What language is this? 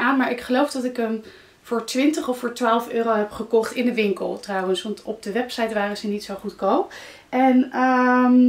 Dutch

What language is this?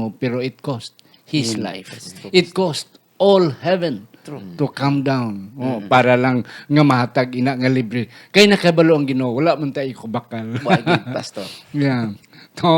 Hiligaynon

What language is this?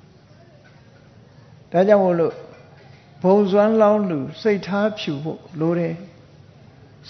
Burmese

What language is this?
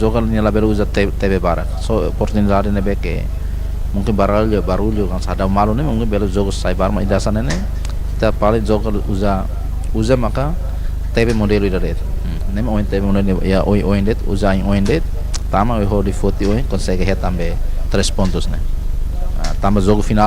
Tetum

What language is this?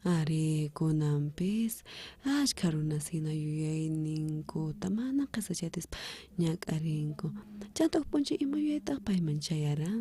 South Bolivian Quechua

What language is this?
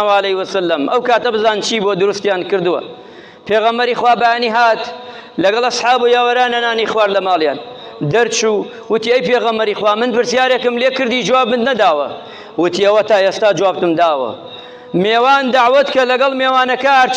Central Kurdish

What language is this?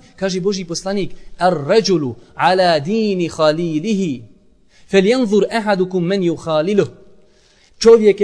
Bosnian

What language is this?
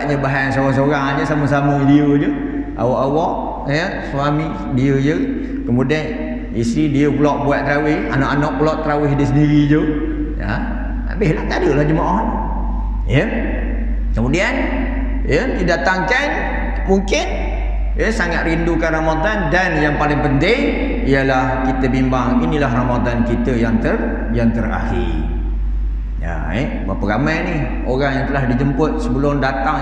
Malay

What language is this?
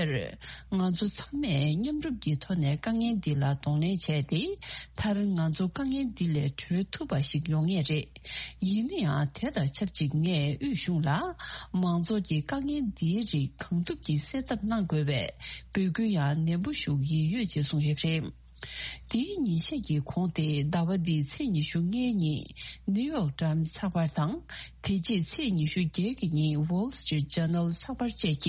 Tibetan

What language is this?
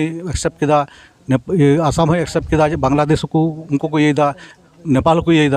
Santali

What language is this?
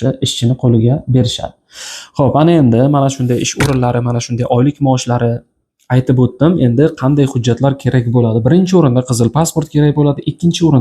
Uzbek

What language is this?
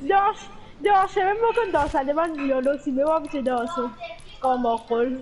Morisyen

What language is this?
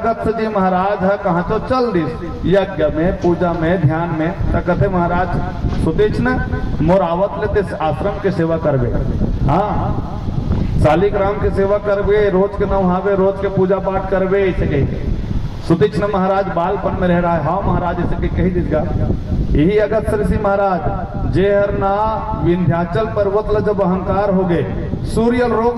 Chhattisgarhi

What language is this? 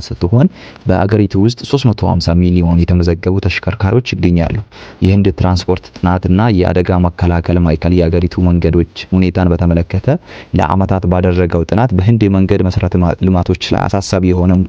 Amharic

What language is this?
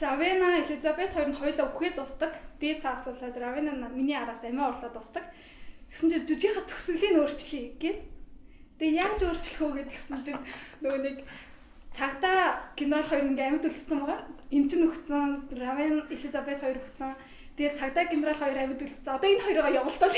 Mongolian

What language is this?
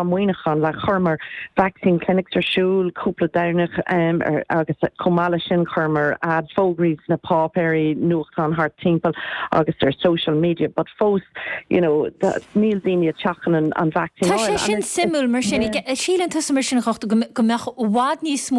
Irish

